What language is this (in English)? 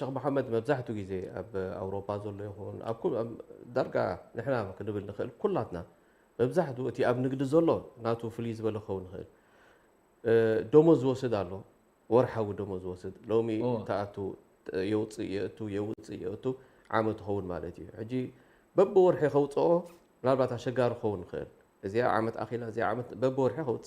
Tigrinya